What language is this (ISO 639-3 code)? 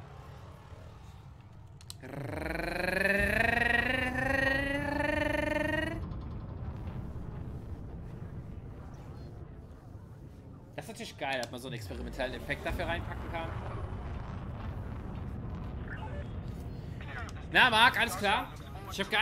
deu